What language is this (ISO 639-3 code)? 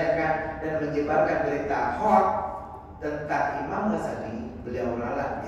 ind